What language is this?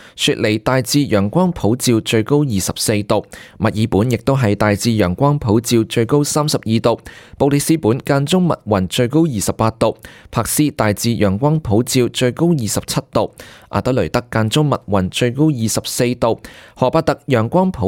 Cantonese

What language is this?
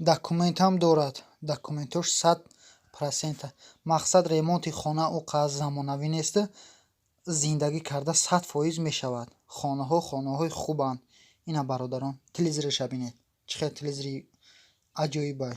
Tajik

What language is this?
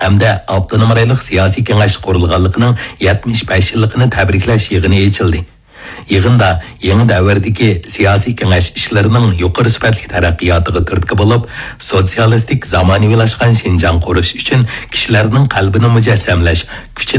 Uyghur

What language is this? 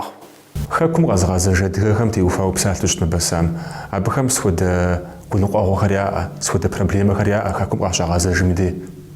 Kabardian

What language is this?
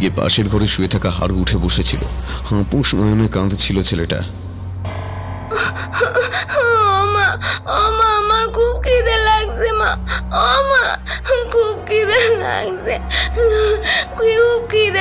Bangla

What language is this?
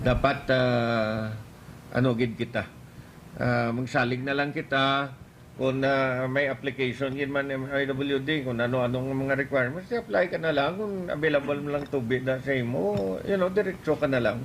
Hiligaynon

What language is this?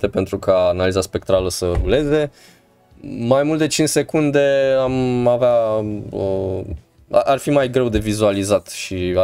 Romanian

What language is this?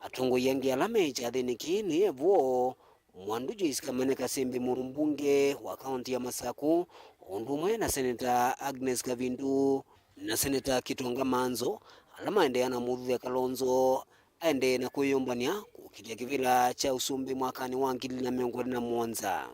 Kamba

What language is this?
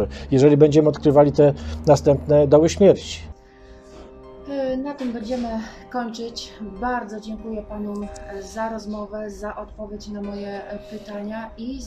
Polish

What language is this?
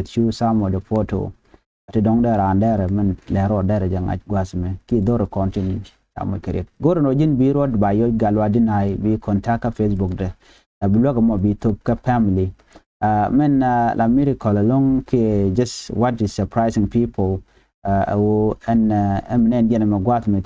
Nuer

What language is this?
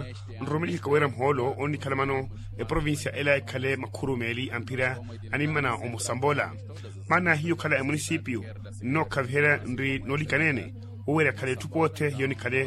Makhuwa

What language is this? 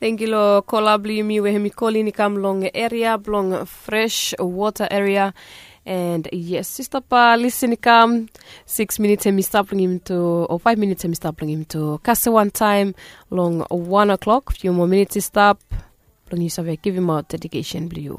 Bislama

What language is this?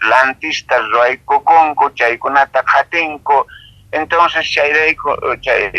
South Bolivian Quechua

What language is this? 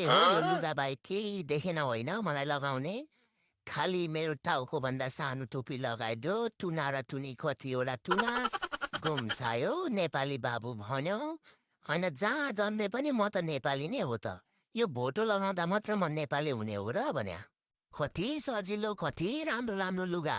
Nepali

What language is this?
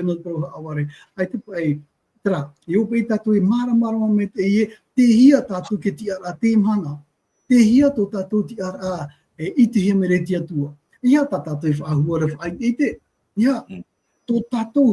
Tahitian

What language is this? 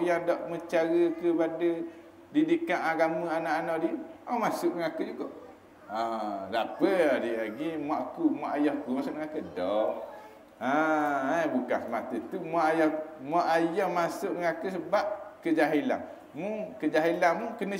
Malay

